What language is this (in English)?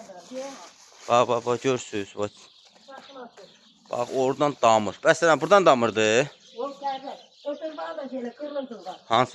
Azerbaijani